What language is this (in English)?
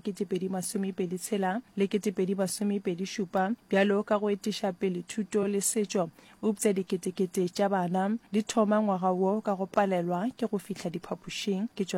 Northern Sotho